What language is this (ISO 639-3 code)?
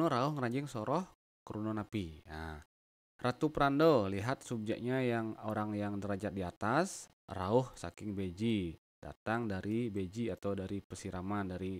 ban